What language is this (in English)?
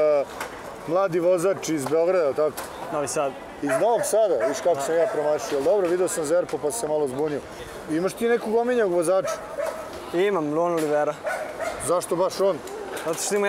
Serbian